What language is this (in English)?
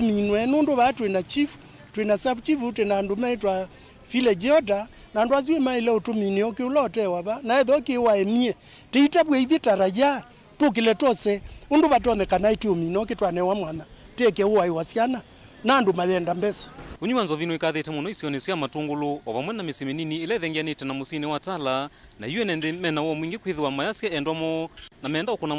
Kamba